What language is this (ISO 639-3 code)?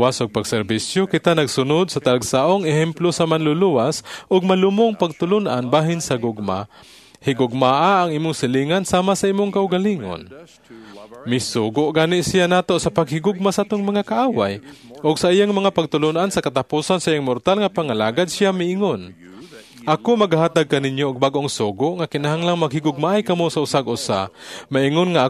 ceb